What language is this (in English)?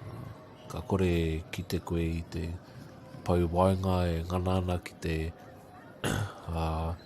Māori